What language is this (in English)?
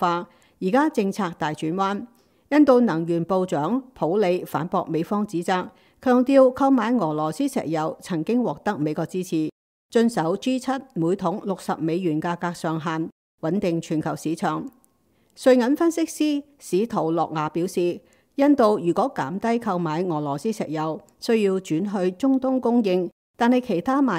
Cantonese